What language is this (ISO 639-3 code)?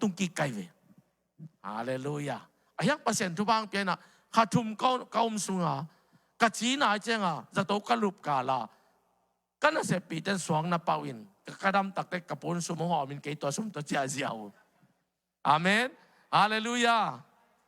ctd